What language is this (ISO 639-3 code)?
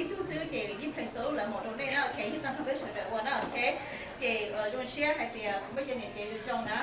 hmn